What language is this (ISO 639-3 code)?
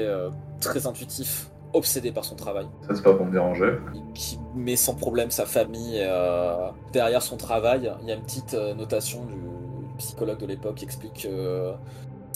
fra